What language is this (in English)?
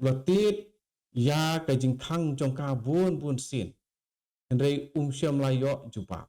Khasi